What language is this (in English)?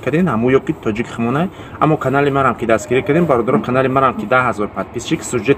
Tajik